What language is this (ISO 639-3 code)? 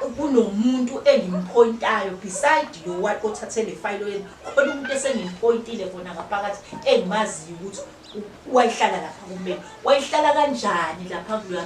zul